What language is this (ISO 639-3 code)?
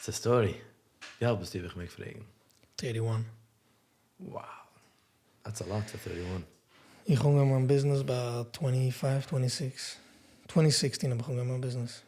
yid